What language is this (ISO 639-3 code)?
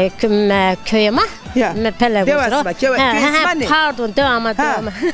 zza